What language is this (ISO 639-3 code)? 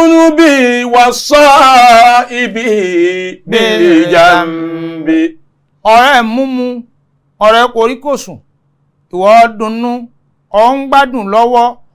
yor